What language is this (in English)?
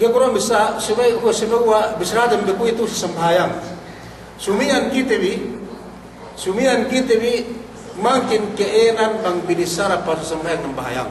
Yakan